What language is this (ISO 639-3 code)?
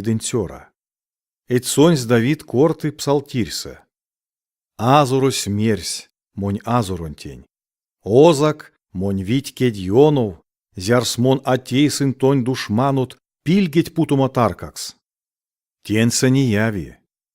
myv